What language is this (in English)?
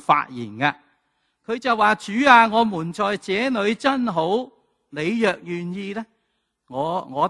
Cantonese